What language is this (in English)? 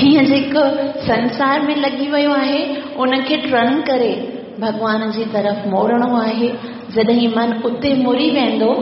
Sindhi